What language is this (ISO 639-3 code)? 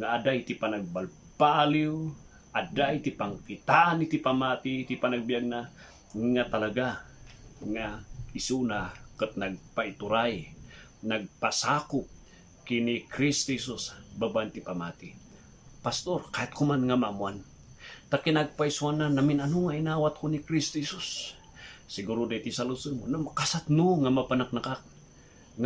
ilo